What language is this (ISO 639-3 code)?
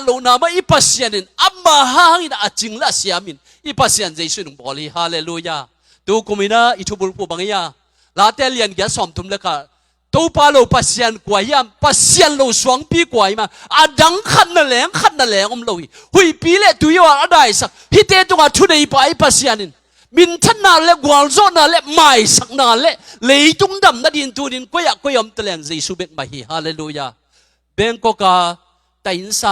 ctd